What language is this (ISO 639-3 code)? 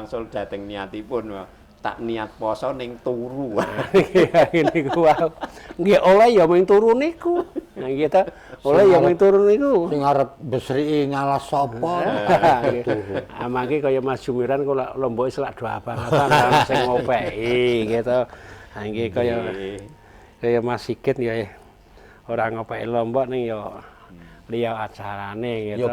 jav